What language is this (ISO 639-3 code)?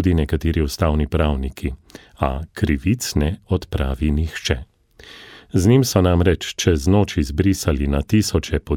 slv